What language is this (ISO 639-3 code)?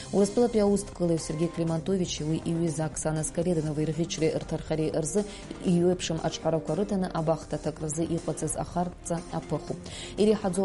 abk